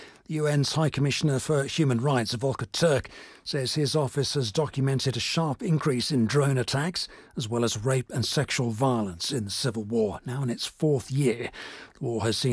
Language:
English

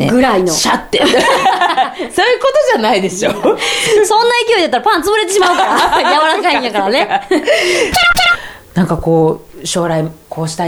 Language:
Japanese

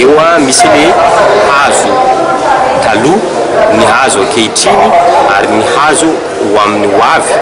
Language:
Malagasy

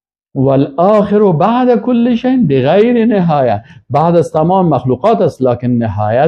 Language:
Persian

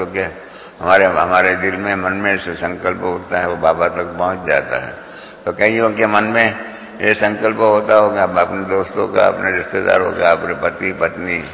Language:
Hindi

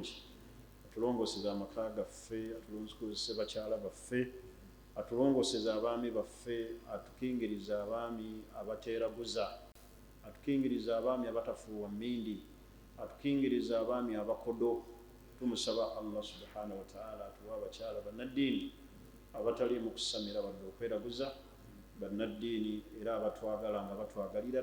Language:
Ganda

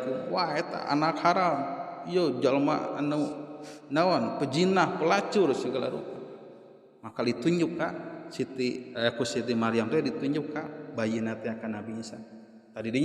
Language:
Sundanese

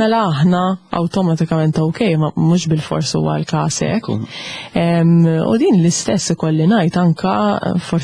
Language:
Maltese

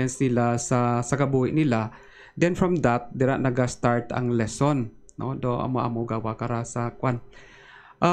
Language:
Hiligaynon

